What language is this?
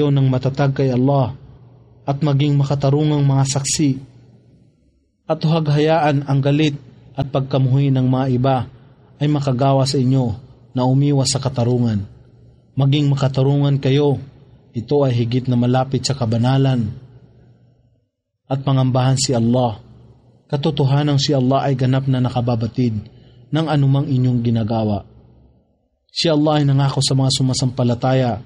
Filipino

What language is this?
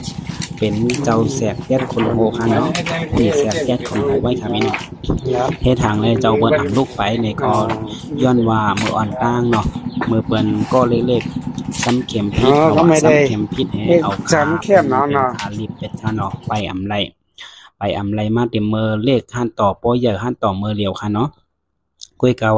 Shan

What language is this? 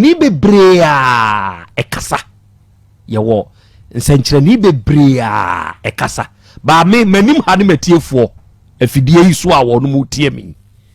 Akan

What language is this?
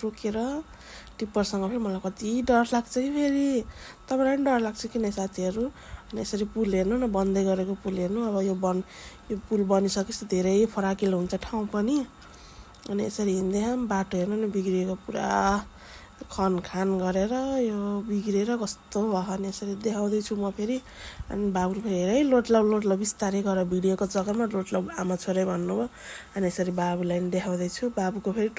Nepali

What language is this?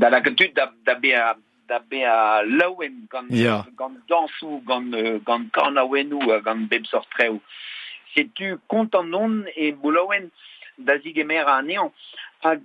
Breton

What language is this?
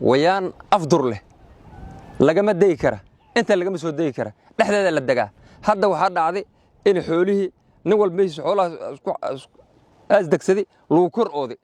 Somali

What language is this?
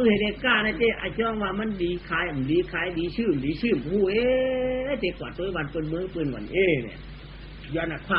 Shan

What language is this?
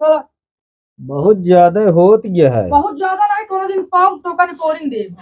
Awadhi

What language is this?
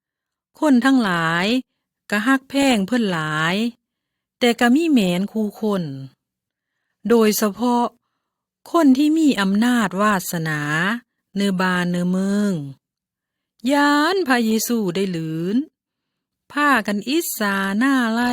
Lao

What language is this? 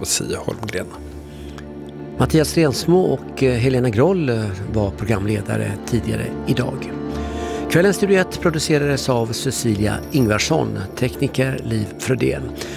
Swedish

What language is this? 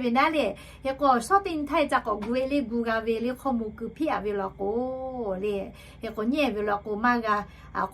Lahu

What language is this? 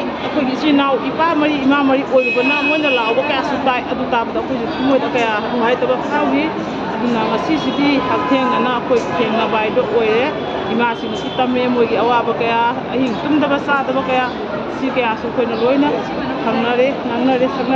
Manipuri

